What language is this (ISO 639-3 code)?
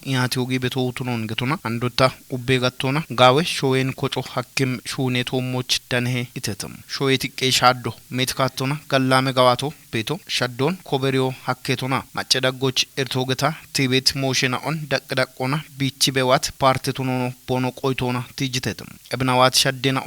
kbr